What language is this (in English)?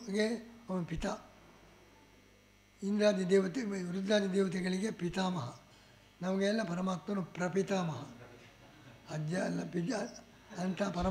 Kannada